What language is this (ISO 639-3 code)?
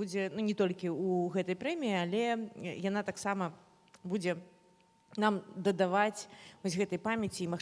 bel